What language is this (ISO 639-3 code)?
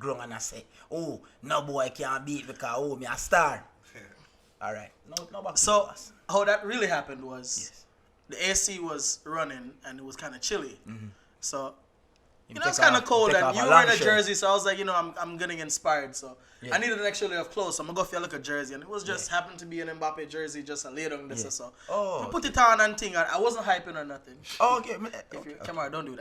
jam